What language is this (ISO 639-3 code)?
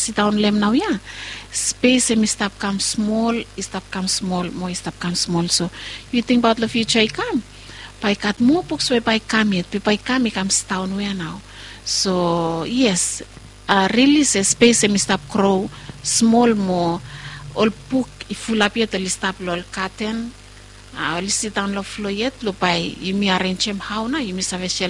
bis